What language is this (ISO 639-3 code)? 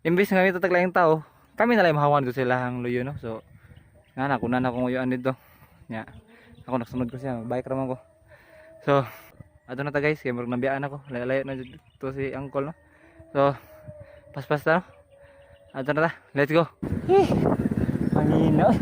ceb